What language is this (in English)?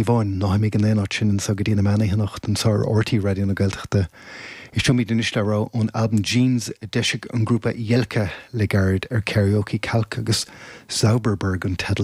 Irish